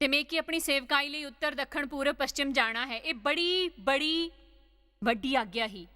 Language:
Dogri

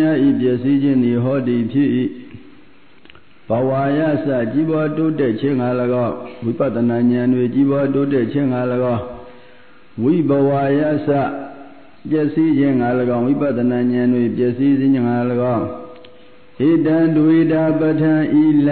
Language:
Burmese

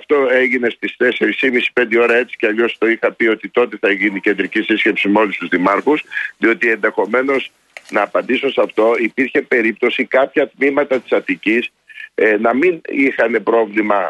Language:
Greek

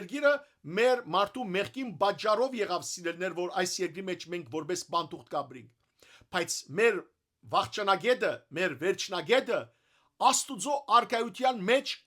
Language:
Western Armenian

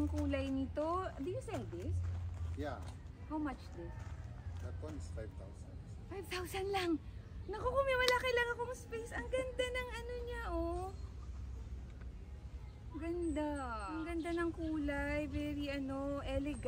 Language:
Filipino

